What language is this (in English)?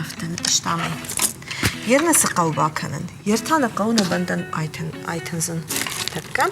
Ossetic